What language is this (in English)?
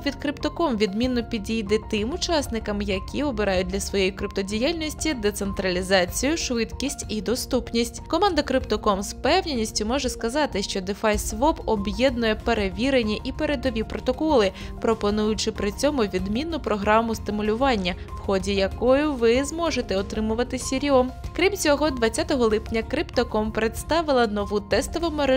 Ukrainian